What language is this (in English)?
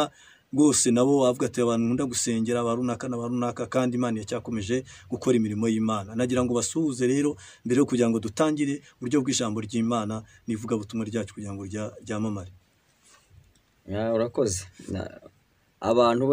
Kinyarwanda